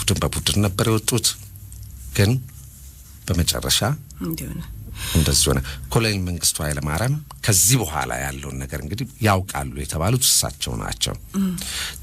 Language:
Amharic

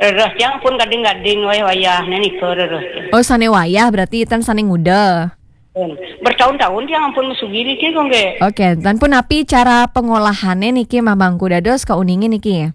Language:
Balinese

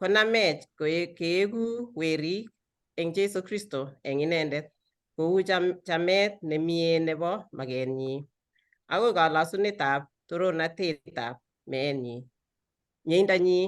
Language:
Kalenjin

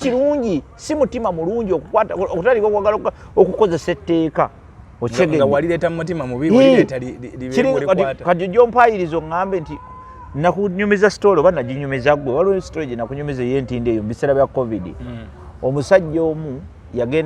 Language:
Ganda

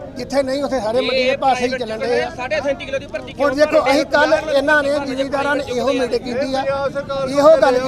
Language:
Punjabi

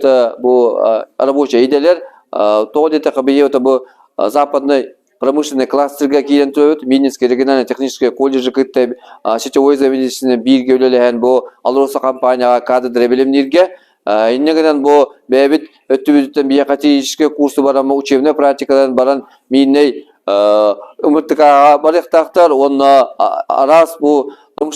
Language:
Yakut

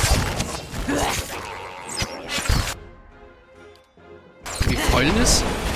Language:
German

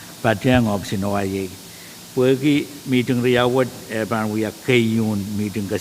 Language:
Pohnpeian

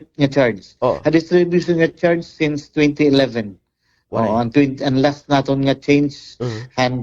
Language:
Waray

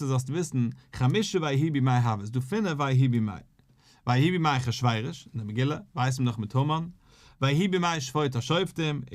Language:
Yiddish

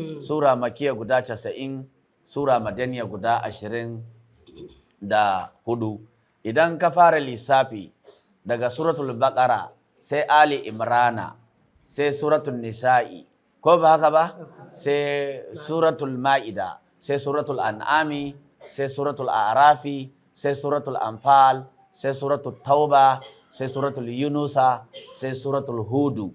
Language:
Hausa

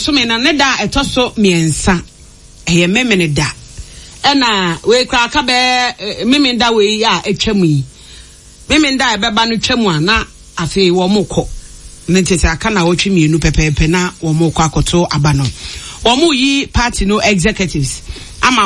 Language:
Akan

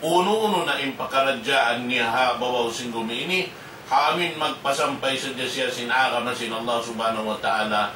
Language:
Tausug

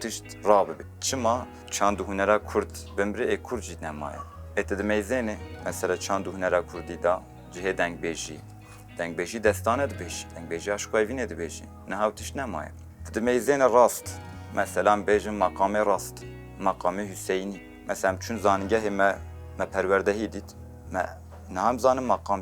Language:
Kurdish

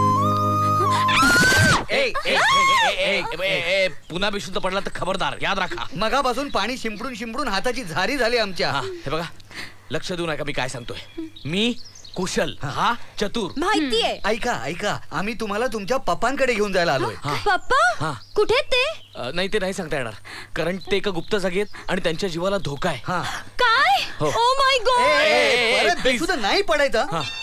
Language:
Marathi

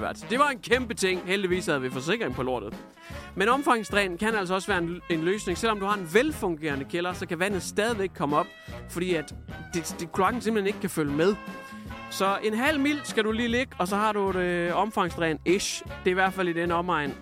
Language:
Danish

